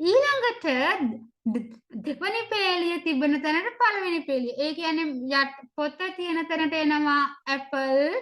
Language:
Sinhala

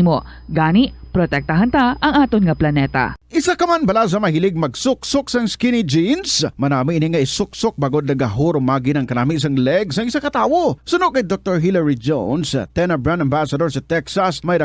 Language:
Hiligaynon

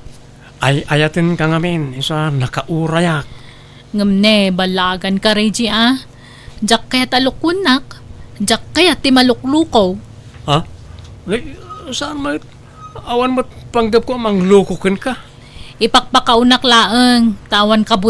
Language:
Iloko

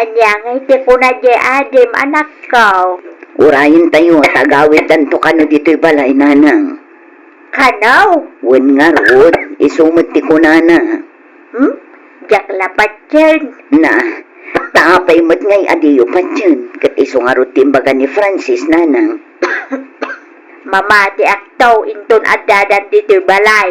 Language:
Iloko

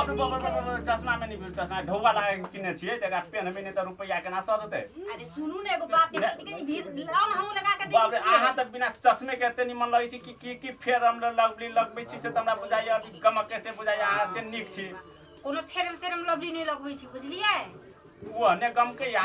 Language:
Maithili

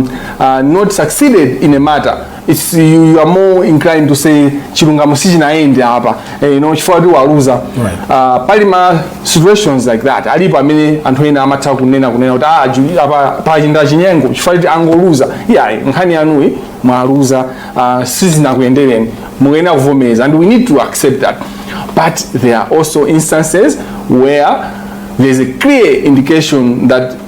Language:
Nyanja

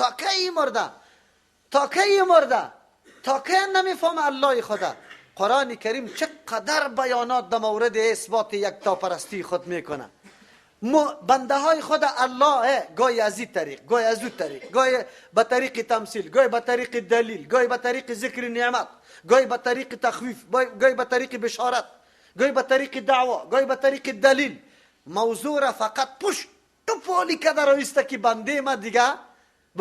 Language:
Persian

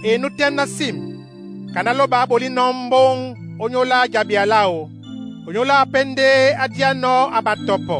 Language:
Duala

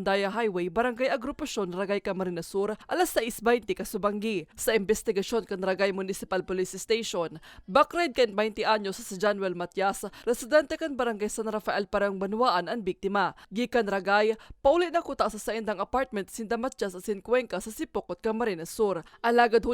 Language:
Bikol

